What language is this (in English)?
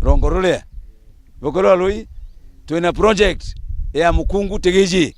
Meru